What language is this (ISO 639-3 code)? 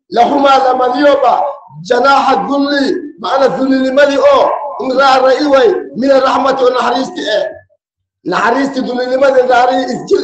som